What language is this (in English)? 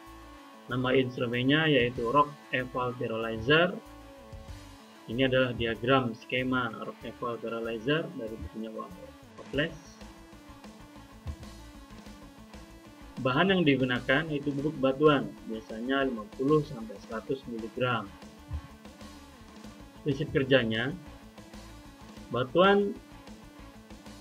Indonesian